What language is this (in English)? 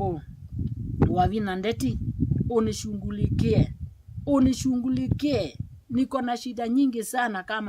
Kamba